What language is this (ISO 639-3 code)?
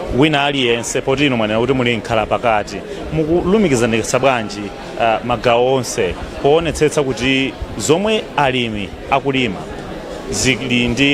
nya